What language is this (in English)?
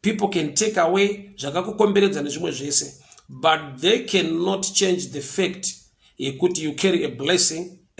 Shona